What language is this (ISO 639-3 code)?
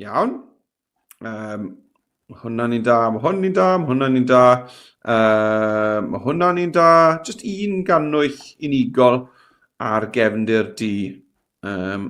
cym